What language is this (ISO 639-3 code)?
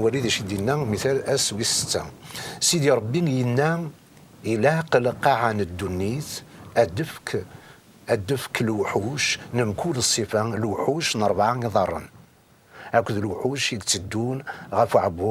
kab